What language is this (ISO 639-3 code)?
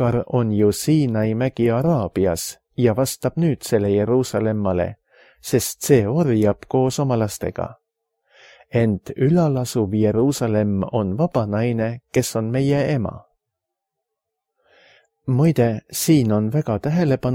est